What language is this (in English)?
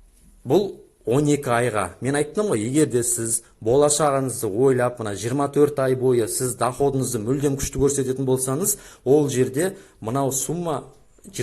Kazakh